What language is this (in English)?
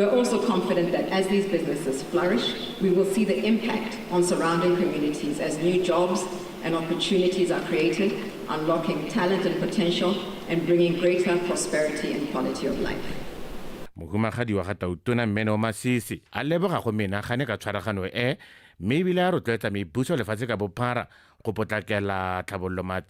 Tswana